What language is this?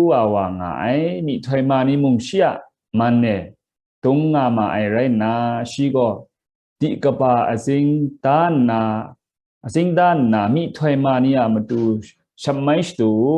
Kachin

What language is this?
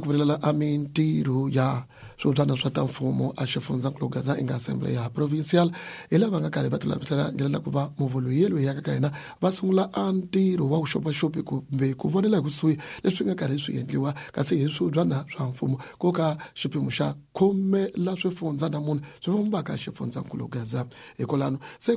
Tsonga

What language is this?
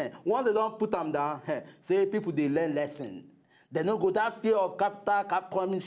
Nigerian Pidgin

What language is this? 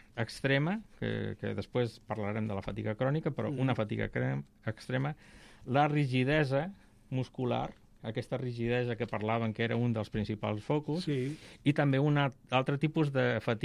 Catalan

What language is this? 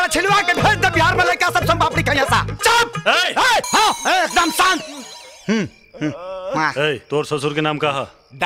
Bhojpuri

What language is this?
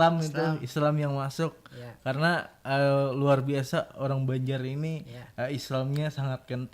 Banjar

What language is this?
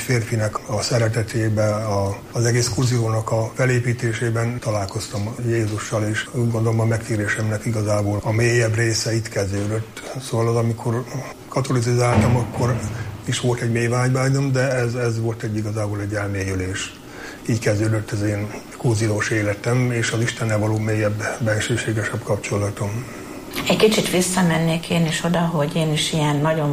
Hungarian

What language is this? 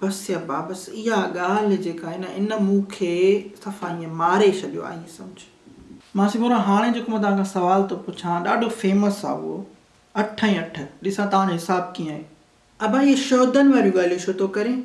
Sindhi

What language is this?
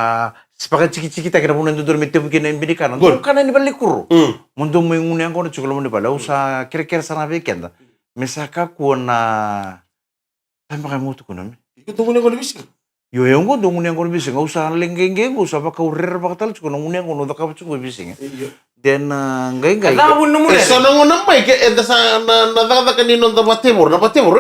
Fijian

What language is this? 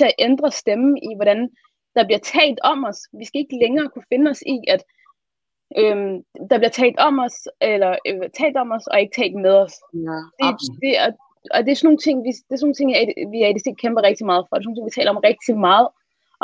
Danish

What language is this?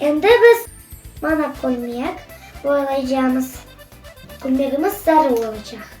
Crimean Tatar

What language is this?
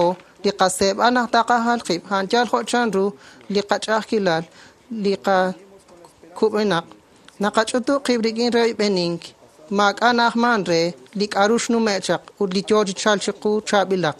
Kekchí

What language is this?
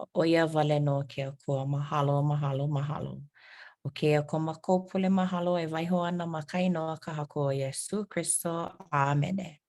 Hawaiian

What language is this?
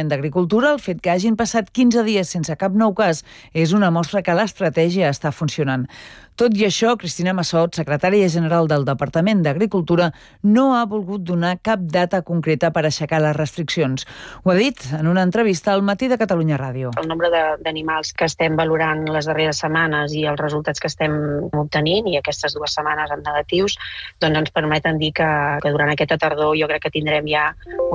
Catalan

